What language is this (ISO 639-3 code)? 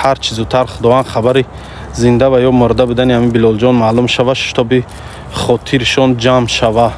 tgk